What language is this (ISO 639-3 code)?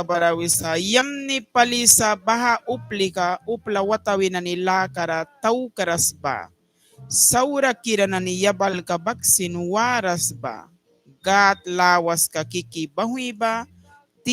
miq